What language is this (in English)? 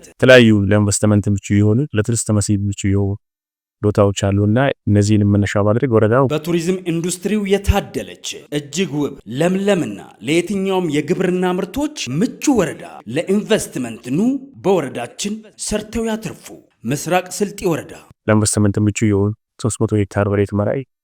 Amharic